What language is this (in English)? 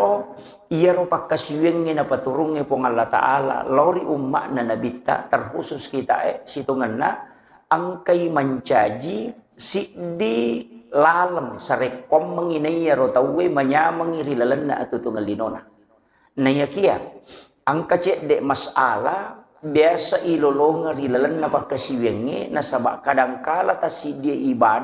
Buginese